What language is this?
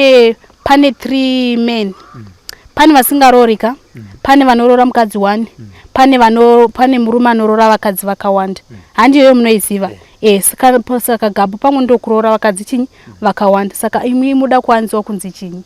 Shona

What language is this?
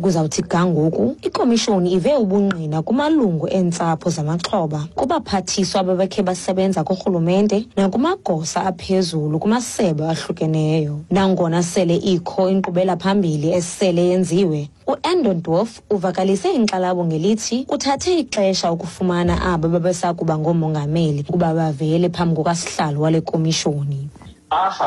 Xhosa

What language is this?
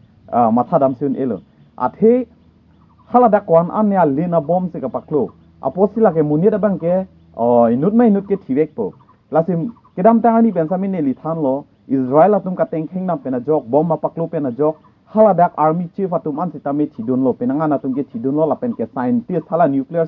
Karbi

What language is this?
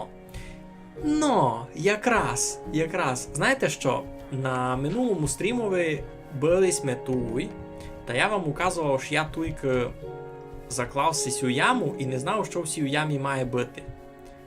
Rusyn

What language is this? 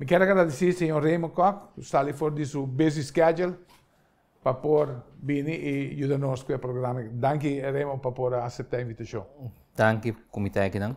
Papiamento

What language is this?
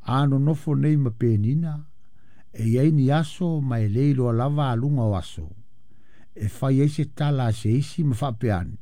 Samoan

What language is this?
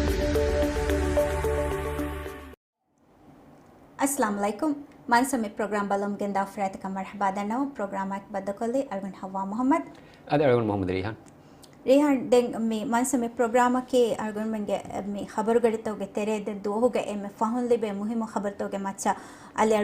Divehi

